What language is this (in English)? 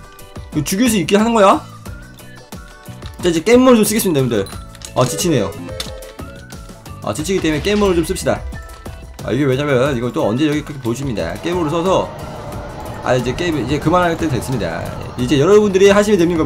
Korean